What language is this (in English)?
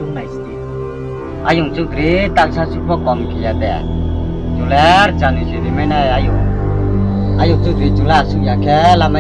Riang (India)